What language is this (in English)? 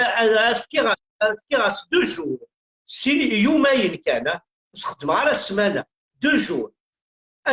Kabyle